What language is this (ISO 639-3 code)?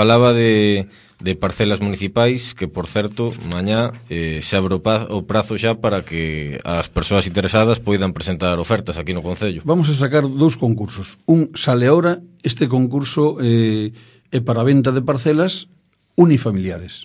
glg